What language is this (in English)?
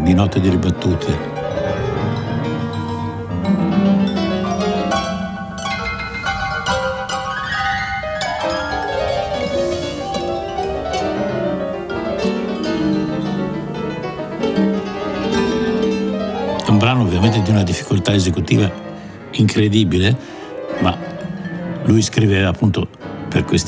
Italian